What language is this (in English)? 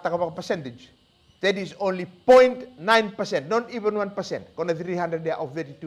Fijian